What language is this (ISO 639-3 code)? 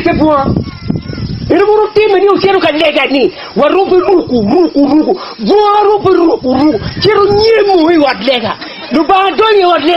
ach